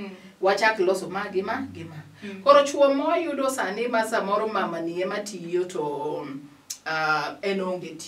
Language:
Luo (Kenya and Tanzania)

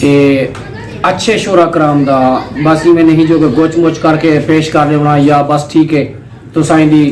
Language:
Saraiki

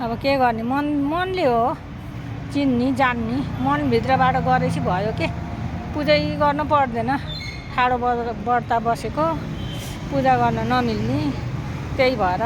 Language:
Nepali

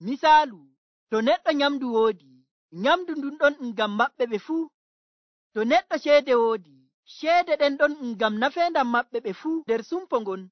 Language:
Nigerian Fulfulde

